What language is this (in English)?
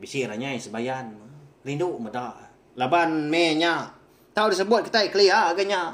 Iban